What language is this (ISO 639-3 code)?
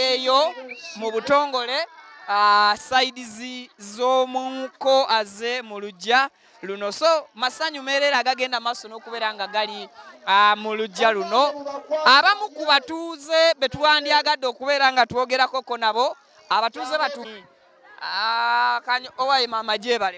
lug